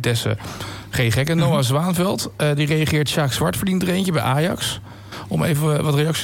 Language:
Dutch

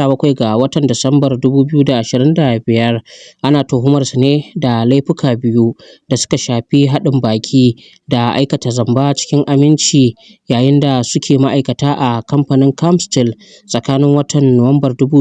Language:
Hausa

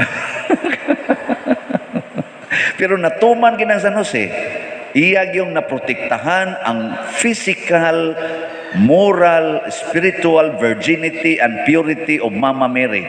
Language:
Cebuano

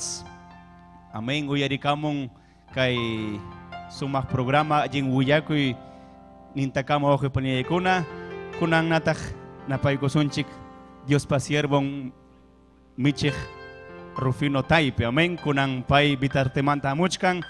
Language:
Ayacucho Quechua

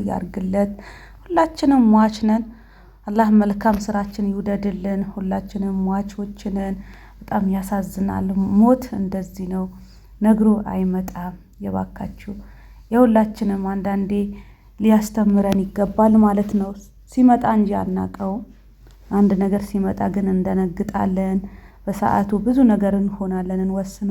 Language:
Amharic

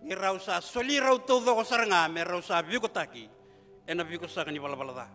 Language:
Fijian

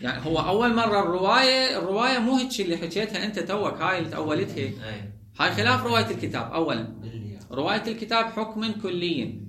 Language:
Mesopotamian Arabic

